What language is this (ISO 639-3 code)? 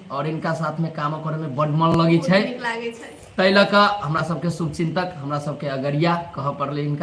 mai